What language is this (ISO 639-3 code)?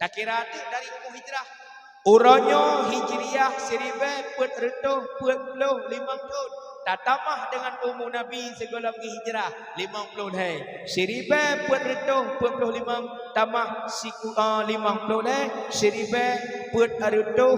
ace